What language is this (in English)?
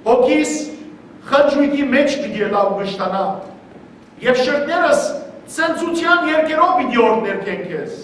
Western Armenian